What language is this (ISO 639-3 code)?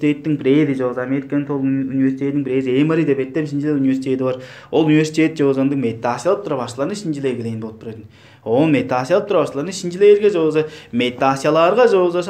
tyv